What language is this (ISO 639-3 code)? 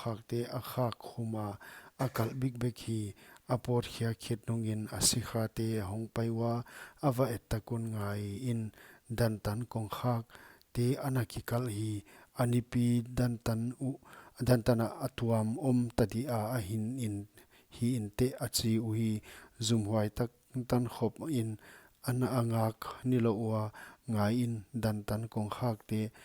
pck